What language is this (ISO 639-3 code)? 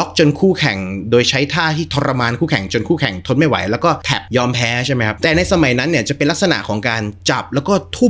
tha